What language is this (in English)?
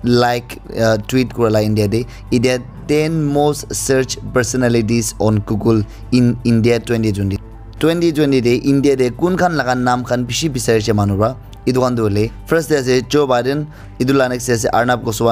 Naga Pidgin